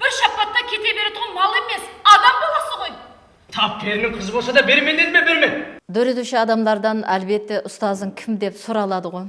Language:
Kara-Kalpak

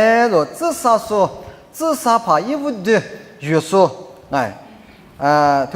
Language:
Lisu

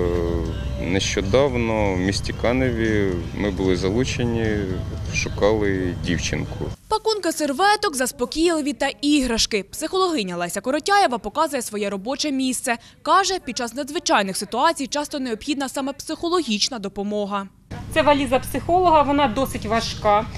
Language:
Ukrainian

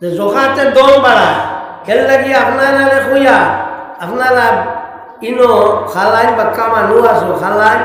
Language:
Sylheti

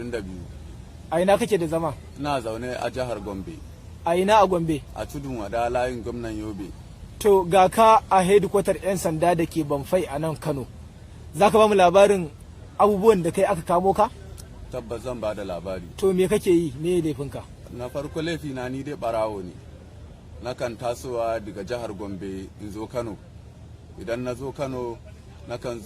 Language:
Hausa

